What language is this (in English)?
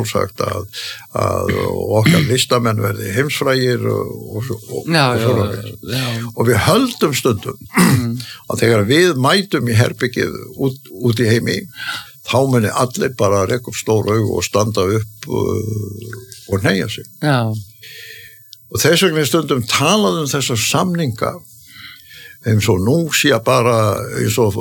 Icelandic